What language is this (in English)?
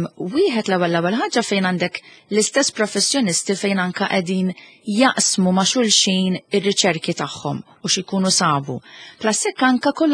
Maltese